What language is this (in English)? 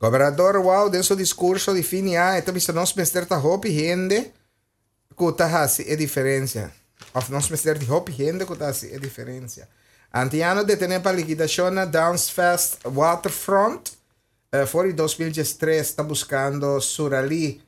Papiamento